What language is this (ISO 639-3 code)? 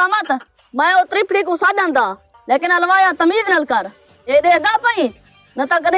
skr